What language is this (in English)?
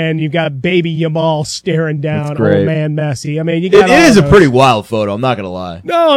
English